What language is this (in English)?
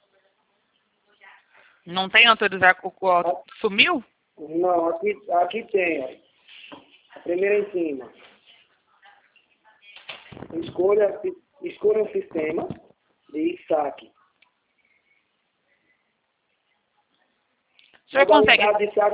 Portuguese